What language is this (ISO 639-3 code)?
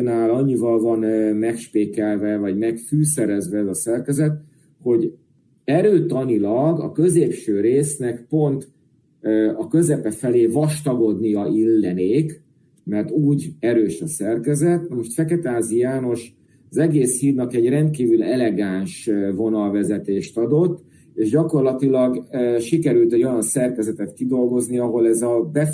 hun